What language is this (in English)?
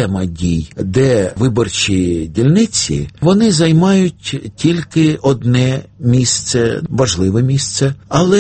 Ukrainian